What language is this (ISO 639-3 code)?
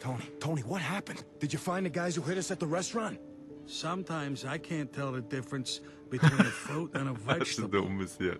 gsw